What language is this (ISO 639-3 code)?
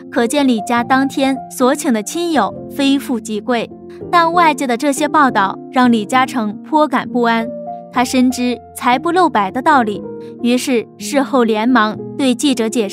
zho